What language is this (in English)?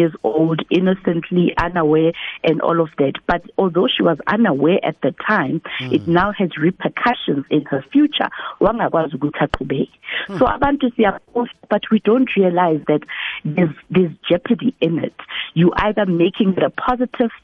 South Ndebele